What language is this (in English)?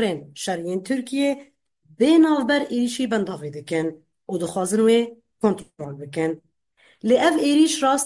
Kurdish